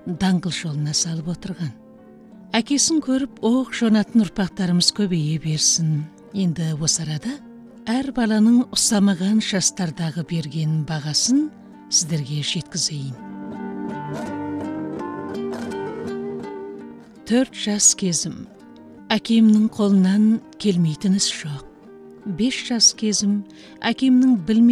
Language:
Kazakh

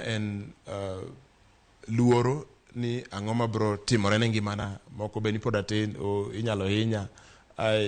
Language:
Luo (Kenya and Tanzania)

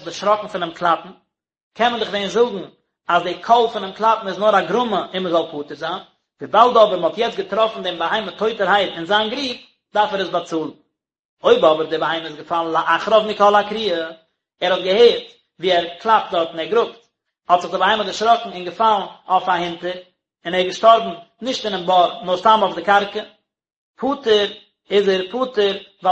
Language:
Yiddish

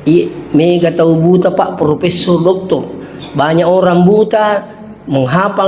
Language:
Buginese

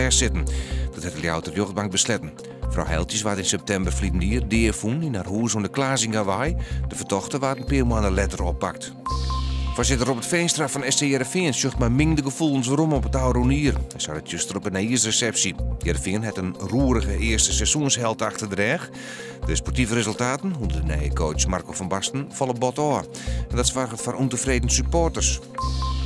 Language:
Western Frisian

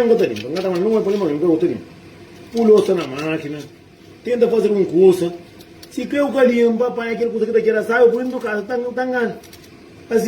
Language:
Kabuverdianu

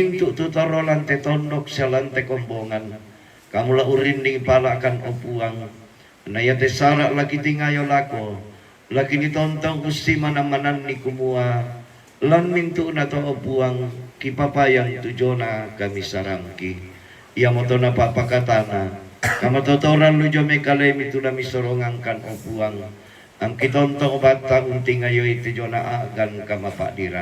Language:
Toraja-Sa'dan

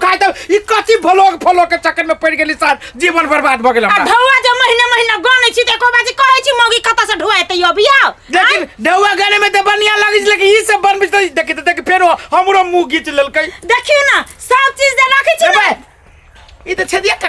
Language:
Maithili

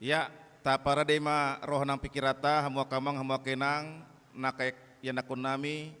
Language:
Batak Toba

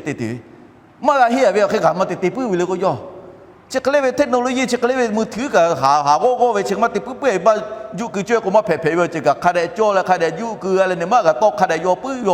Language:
Lahu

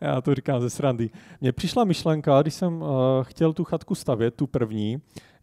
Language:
Czech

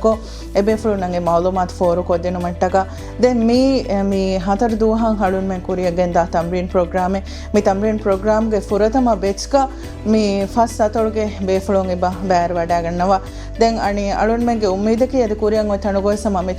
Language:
Divehi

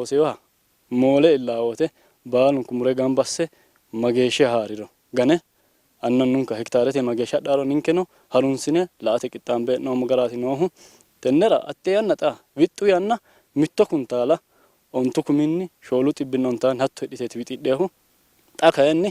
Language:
Sidamo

